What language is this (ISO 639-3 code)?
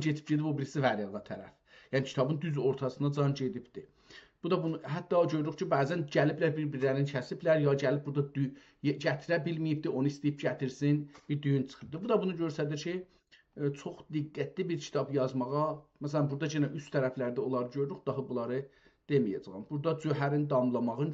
azb